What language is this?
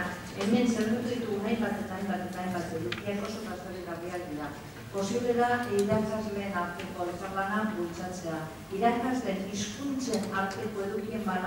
Basque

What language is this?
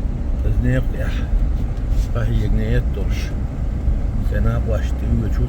Chechen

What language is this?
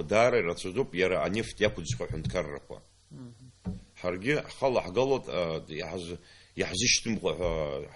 Abkhazian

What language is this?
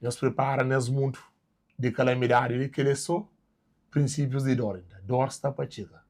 Kabuverdianu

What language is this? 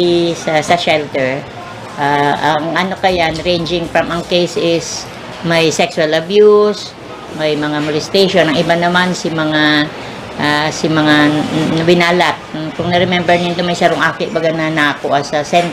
Bikol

